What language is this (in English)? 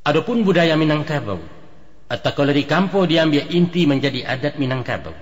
Minangkabau